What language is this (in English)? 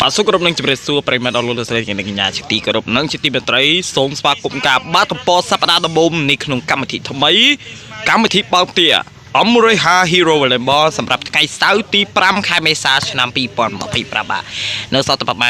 Khmer